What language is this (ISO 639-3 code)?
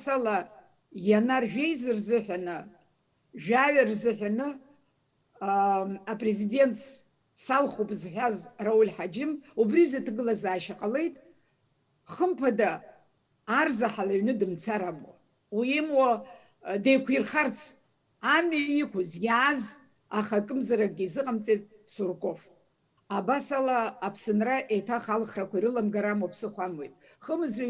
abk